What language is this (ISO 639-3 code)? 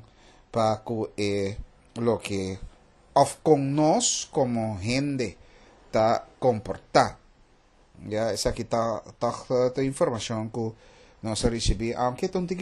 pap